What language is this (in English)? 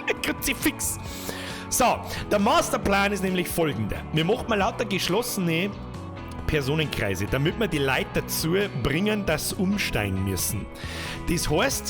Bavarian